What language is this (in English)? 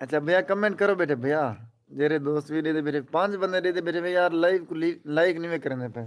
Saraiki